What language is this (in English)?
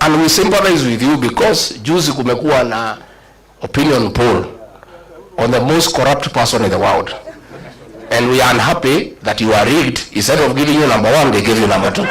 Meru